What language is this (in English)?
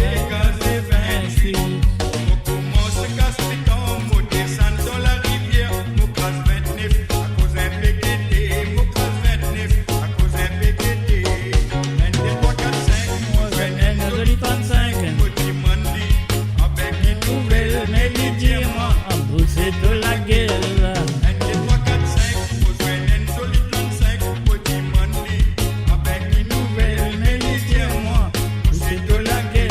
Morisyen